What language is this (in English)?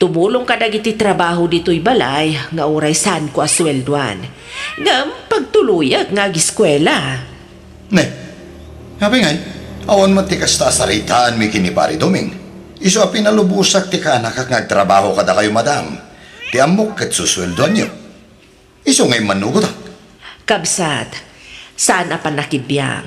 Iloko